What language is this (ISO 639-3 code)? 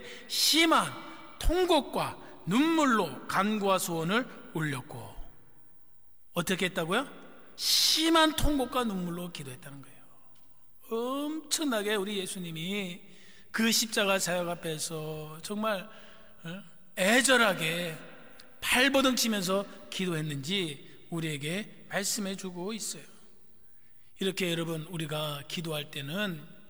kor